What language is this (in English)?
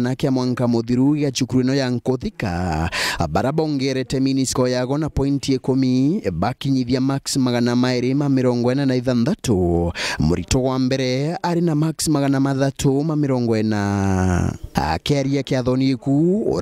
Meru